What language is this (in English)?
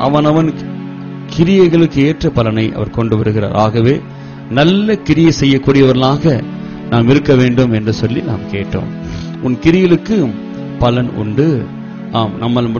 Tamil